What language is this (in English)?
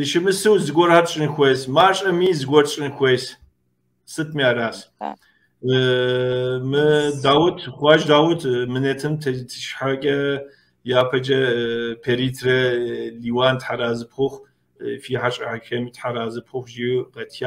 Kabardian